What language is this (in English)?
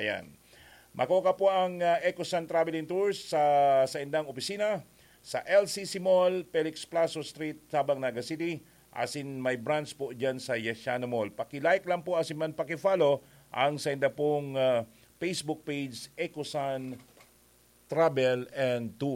Bikol